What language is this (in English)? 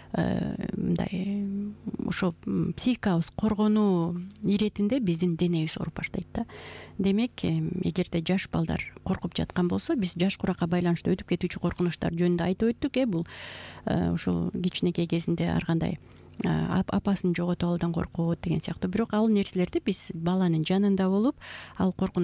Kyrgyz